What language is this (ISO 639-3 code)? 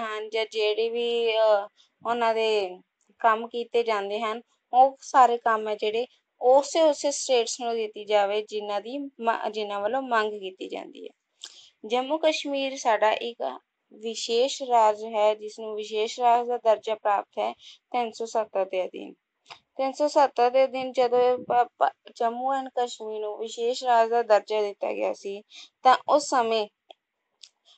pan